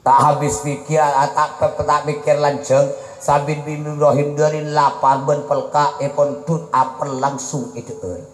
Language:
Madurese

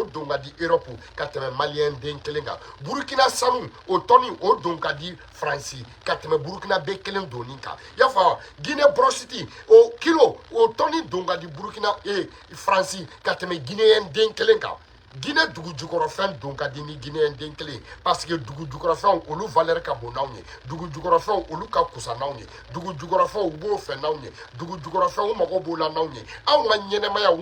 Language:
Bambara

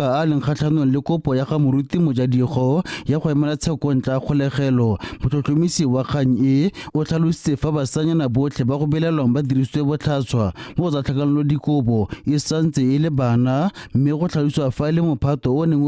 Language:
Tswana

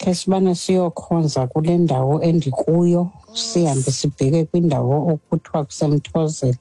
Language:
Xhosa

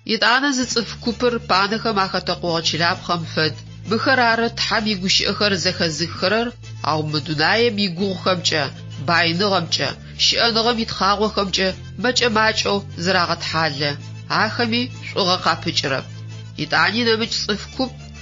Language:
Adyghe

